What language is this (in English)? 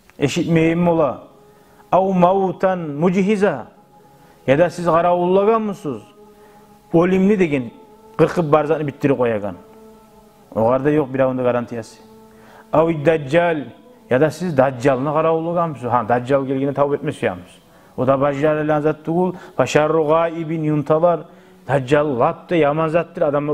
Kumyk